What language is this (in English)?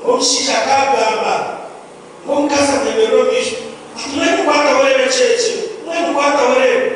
Nyankole